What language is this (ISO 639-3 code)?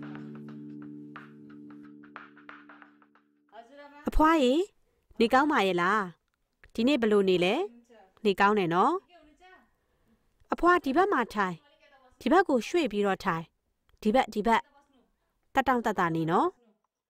mya